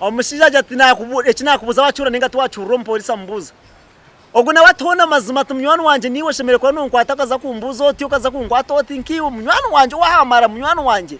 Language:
Nyankole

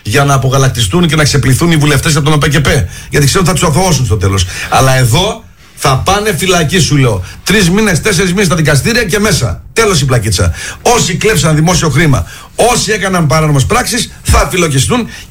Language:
Greek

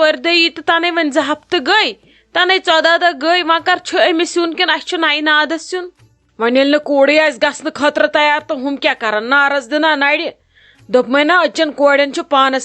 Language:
Kashmiri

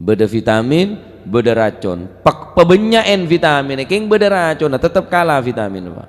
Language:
Madurese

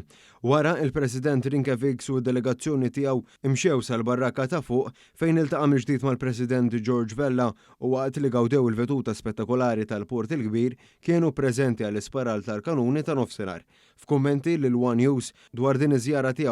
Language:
Maltese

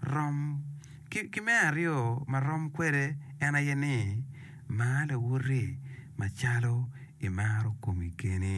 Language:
Acoli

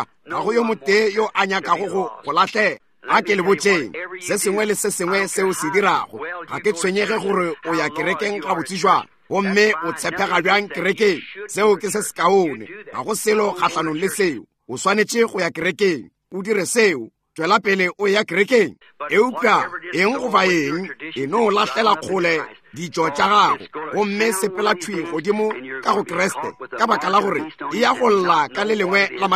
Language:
Northern Sotho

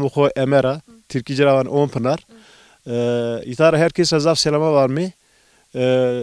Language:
Zaza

